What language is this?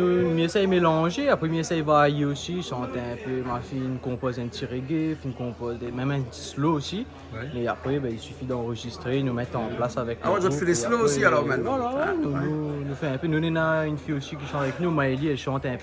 Réunion Creole French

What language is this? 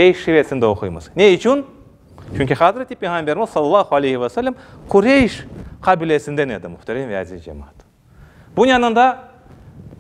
Crimean Tatar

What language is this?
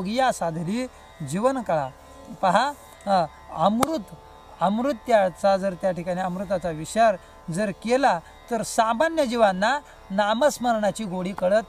Marathi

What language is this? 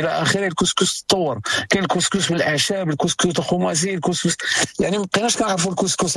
Moroccan Arabic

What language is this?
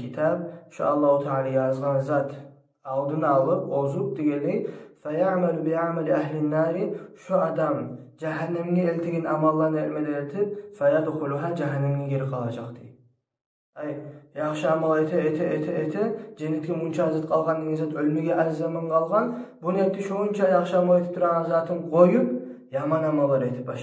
Kumyk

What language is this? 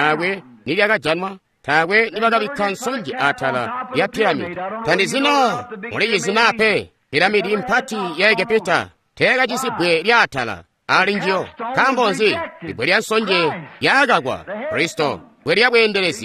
Tonga (Zambia)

